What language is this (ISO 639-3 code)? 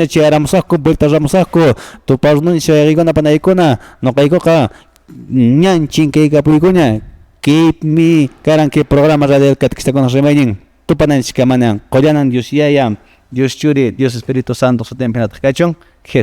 que